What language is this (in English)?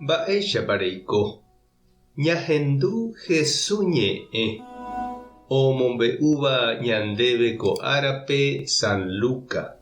Guarani